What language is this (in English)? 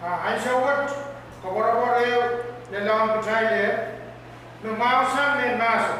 Pohnpeian